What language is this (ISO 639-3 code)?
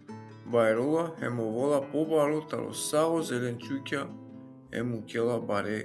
rmn